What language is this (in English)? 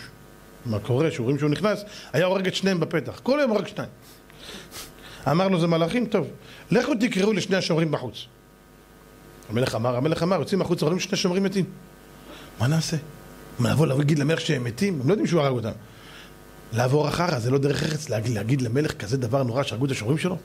Hebrew